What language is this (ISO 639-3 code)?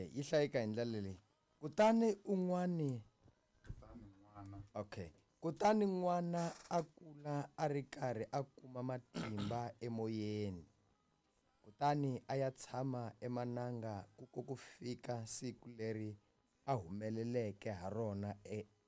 tso